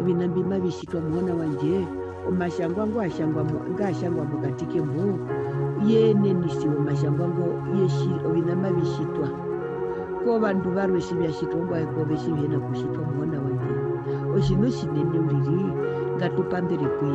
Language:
Herero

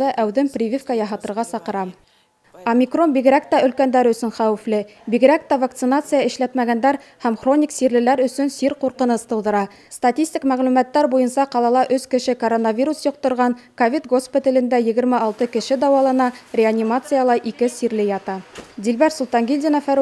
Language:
Bashkir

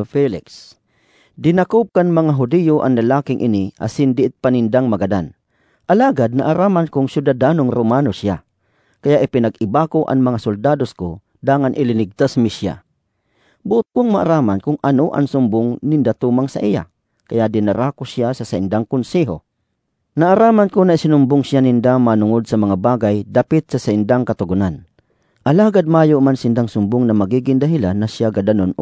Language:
Bikol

